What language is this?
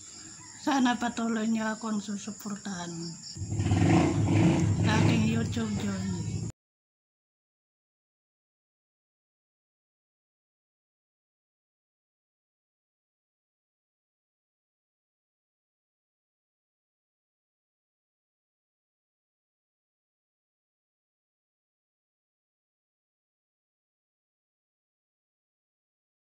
Filipino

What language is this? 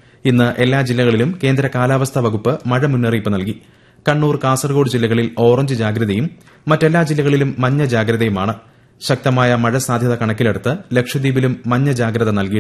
Malayalam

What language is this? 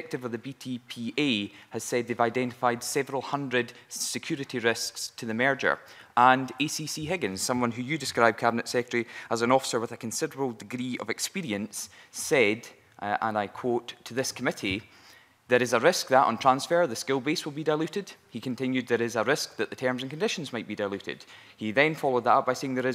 English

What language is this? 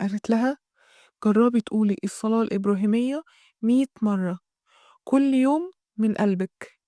Egyptian Arabic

